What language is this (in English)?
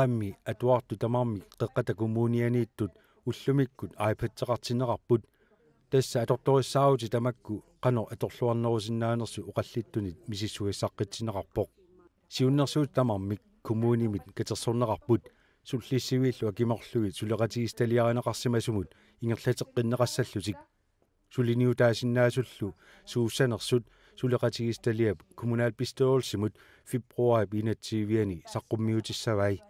Kalaallisut